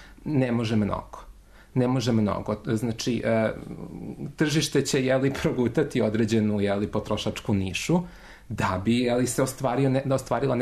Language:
Serbian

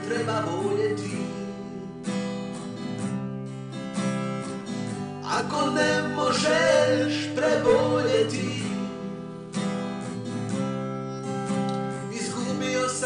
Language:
Croatian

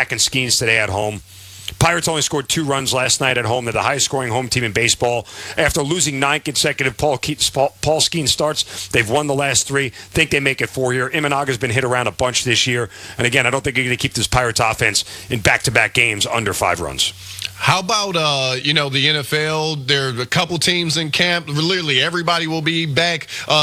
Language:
English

